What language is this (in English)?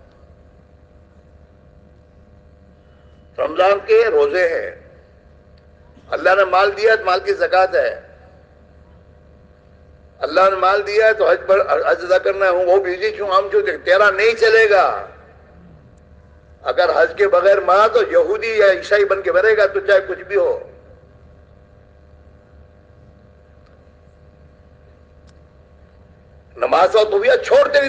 Urdu